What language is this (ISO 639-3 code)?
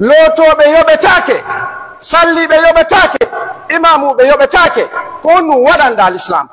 ful